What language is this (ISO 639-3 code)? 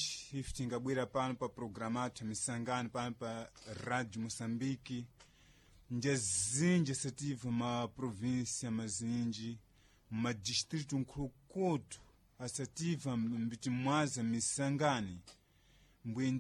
seh